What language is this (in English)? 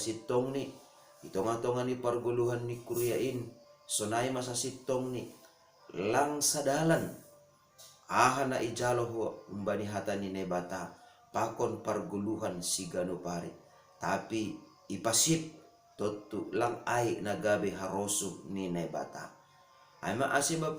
Batak Simalungun